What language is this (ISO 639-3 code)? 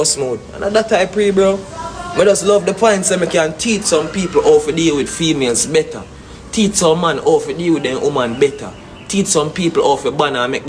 jam